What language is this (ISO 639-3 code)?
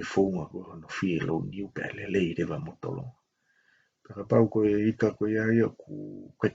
ton